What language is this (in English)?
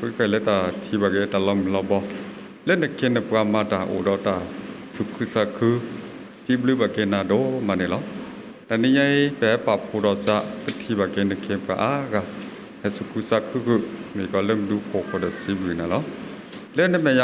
S'gaw Karen